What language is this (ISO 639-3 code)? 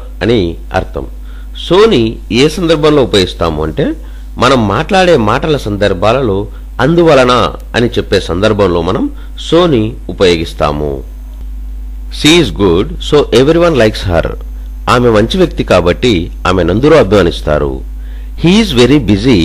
tel